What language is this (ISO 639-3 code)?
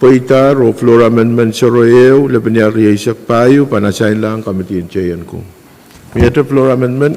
pon